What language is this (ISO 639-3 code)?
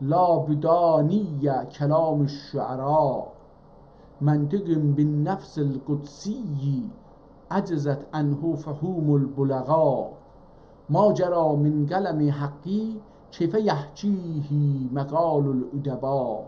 azb